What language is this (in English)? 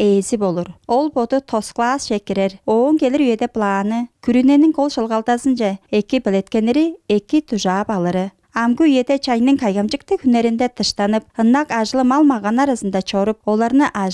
Tuvinian